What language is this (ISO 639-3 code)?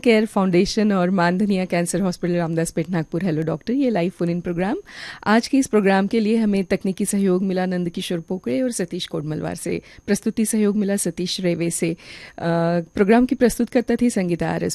hin